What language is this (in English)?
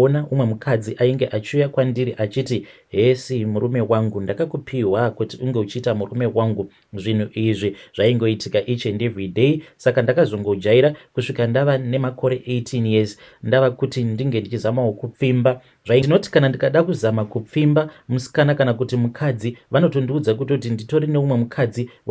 Shona